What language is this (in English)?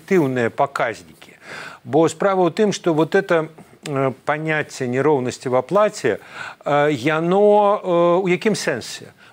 Belarusian